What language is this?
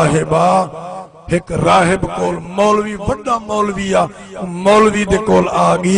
Saraiki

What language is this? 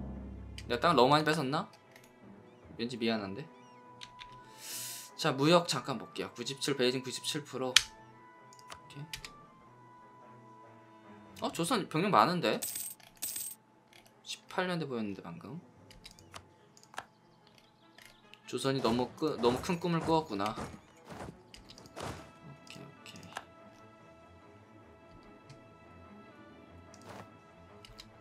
Korean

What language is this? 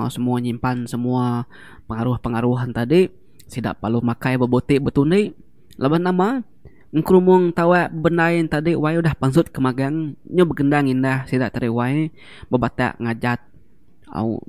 Iban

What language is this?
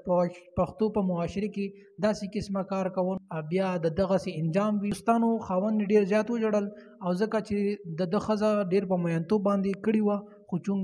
Pashto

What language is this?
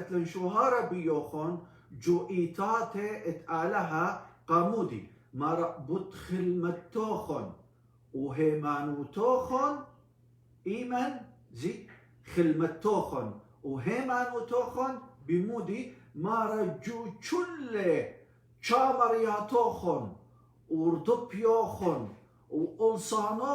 Assyrian Neo-Aramaic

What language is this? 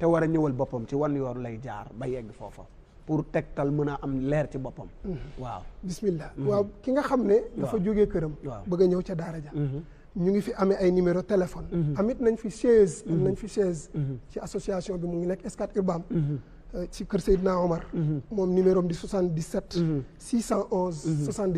Wolof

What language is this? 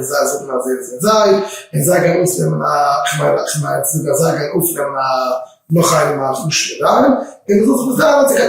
Yiddish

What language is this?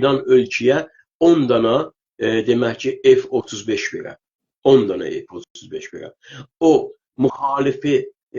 South Azerbaijani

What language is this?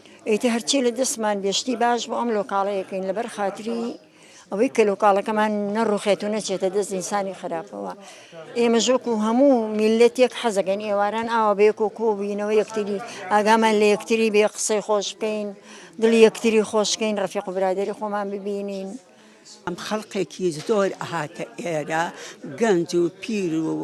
Kurdish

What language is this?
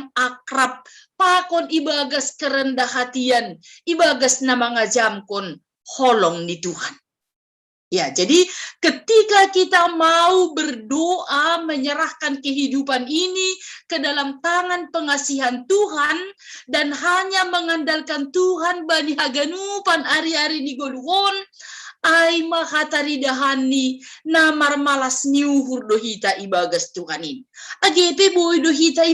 Batak Simalungun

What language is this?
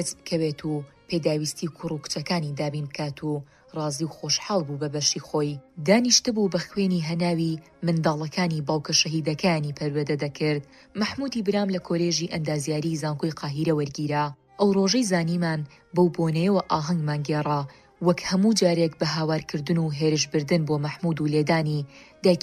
Central Kurdish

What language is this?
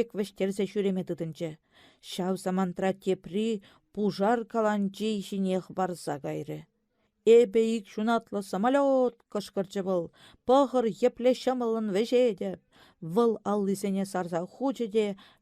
Chuvash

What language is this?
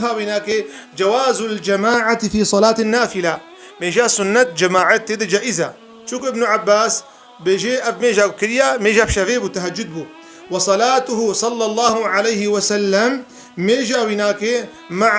Kurdish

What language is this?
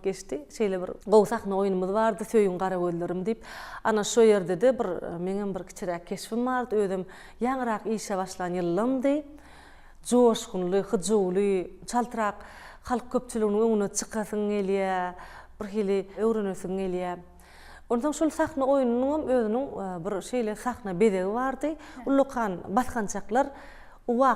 Turkmen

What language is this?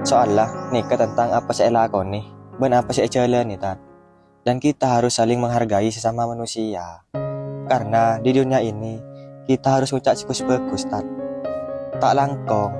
Madurese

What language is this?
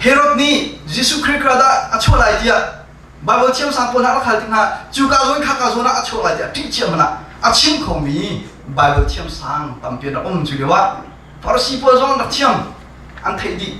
Hakha Chin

